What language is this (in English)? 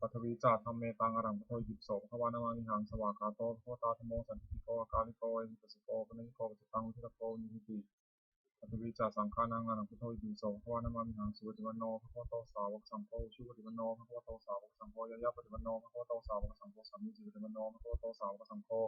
Pali